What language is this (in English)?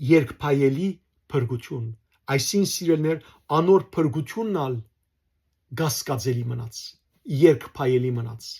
Western Armenian